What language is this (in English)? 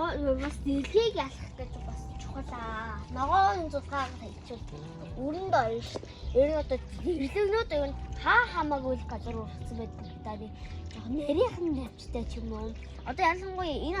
Mongolian